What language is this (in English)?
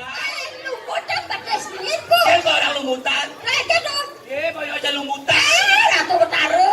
Balinese